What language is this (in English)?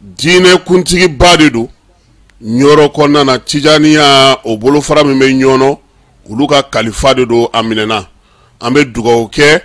Bambara